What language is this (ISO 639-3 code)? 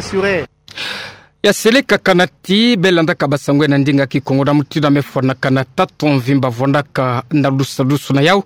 ktu